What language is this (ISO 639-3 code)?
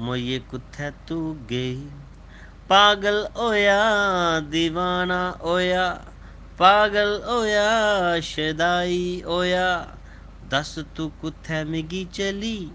doi